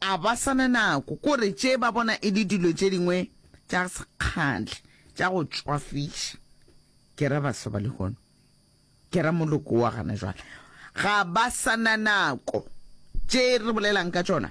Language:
Northern Sotho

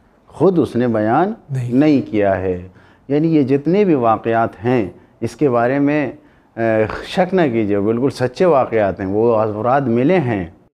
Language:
Urdu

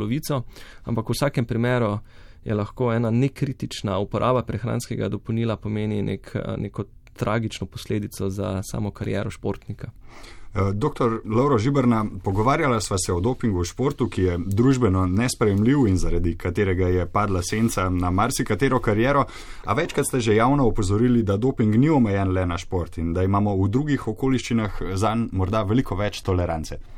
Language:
Slovenian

